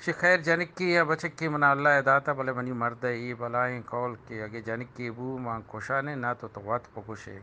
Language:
Eastern Balochi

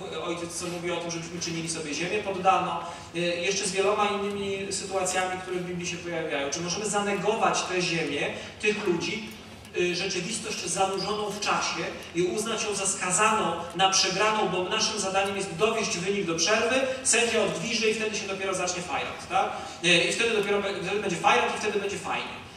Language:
Polish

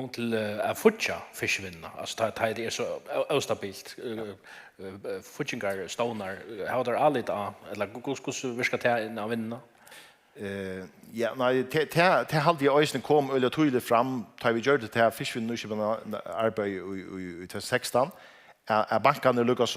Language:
Faroese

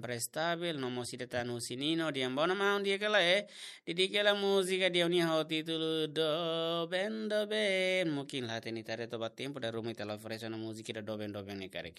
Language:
Tetum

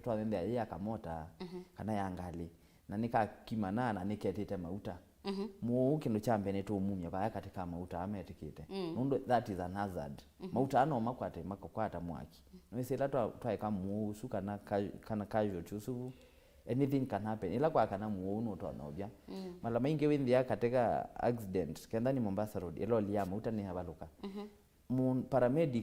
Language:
Kamba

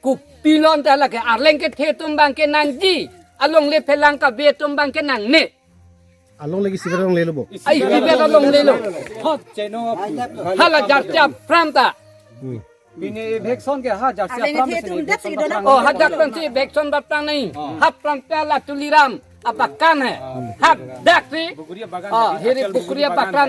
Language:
Karbi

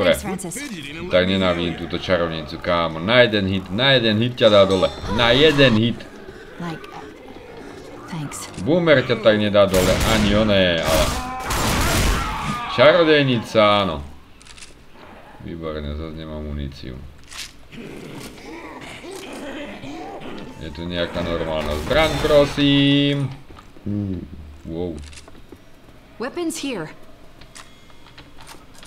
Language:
Slovak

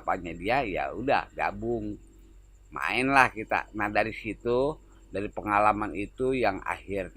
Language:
Betawi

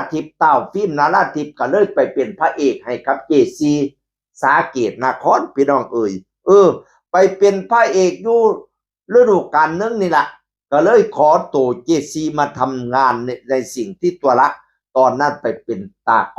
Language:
Northeastern Thai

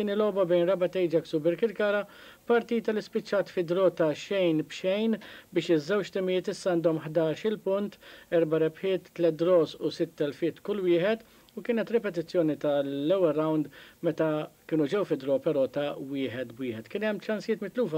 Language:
Maltese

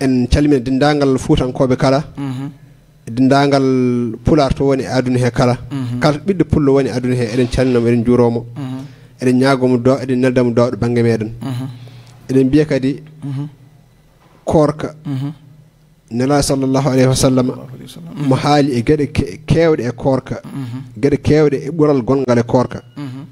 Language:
Fula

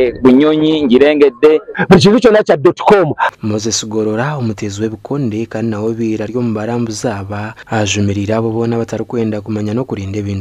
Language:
Nyankole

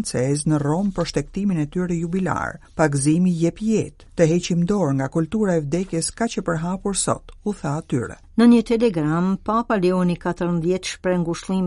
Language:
Albanian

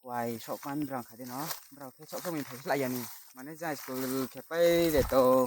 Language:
Riang (India)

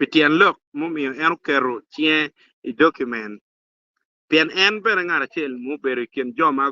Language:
Acoli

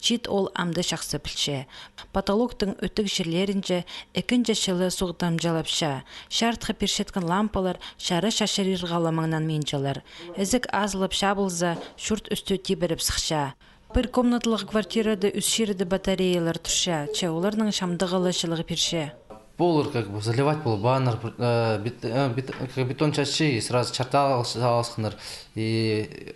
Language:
Khakas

